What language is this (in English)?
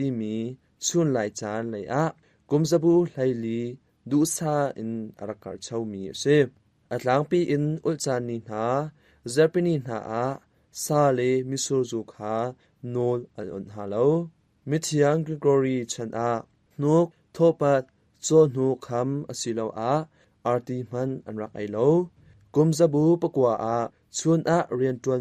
Hakha Chin